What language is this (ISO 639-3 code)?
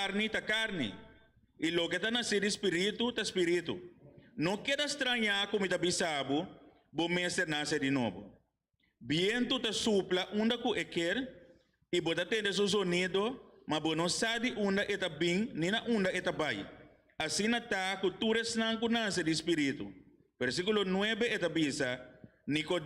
pap